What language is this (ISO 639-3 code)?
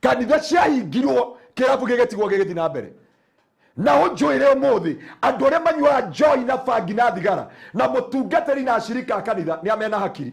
kik